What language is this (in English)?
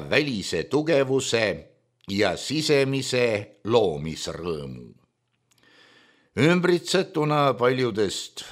Estonian